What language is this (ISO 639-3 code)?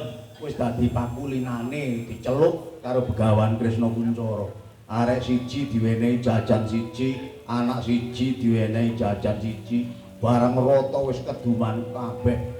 jav